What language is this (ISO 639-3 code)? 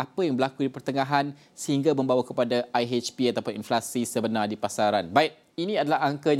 msa